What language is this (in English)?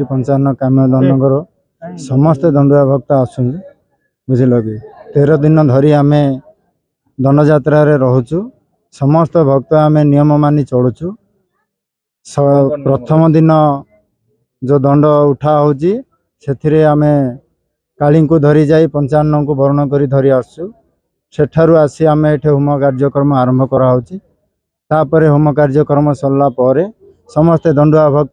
Odia